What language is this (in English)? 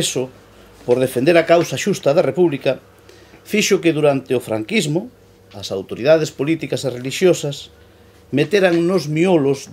Galician